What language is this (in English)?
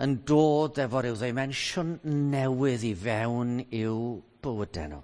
Welsh